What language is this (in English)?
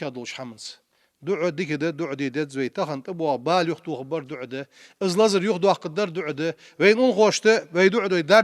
Ingush